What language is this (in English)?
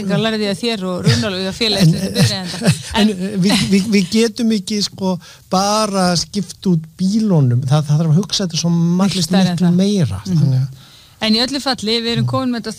Icelandic